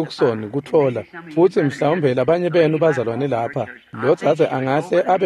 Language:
Swati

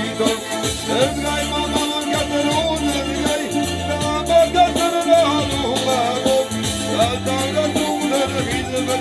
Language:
Ossetic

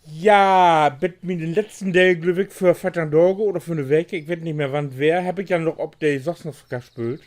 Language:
Low German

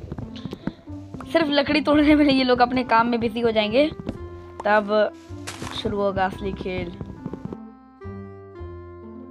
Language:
Hindi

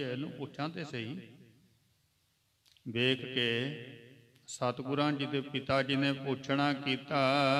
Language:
Punjabi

